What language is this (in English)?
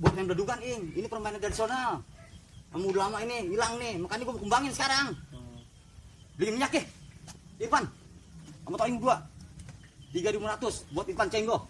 Betawi